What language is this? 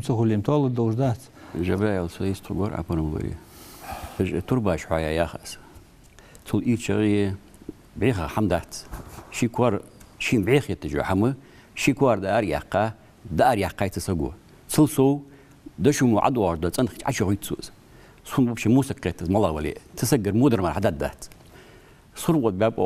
Ingush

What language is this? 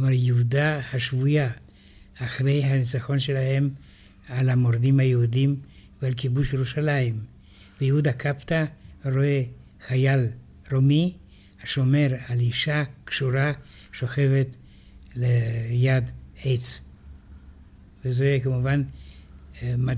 Hebrew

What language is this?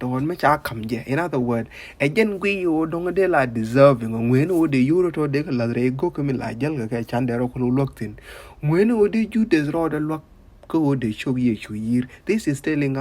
Nuer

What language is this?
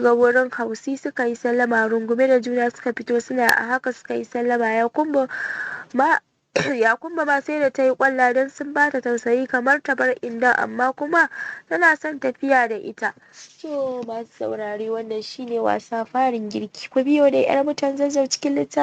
Hausa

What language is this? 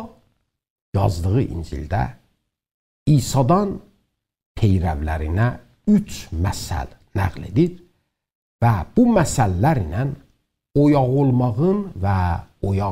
South Azerbaijani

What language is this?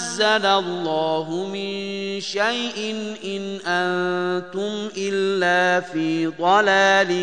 Arabic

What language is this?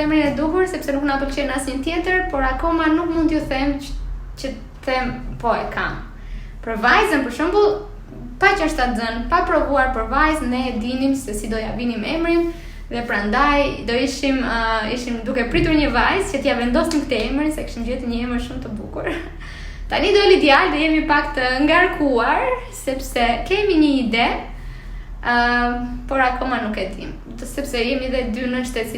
Albanian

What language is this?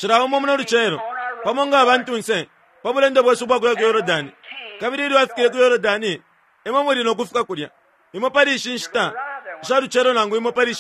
Bemba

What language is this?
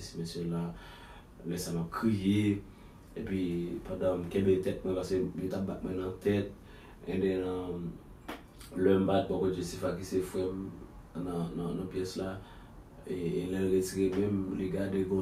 Haitian Creole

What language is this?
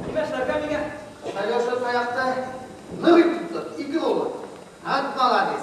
Bashkir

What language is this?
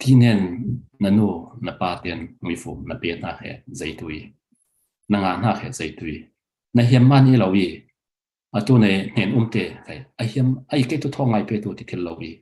Falam Chin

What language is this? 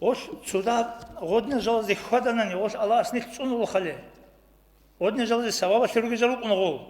Avaric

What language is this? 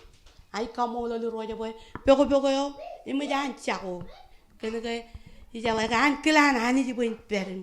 Marshallese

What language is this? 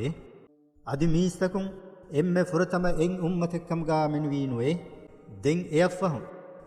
Divehi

